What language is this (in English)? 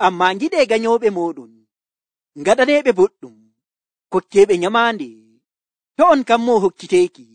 Nigerian Fulfulde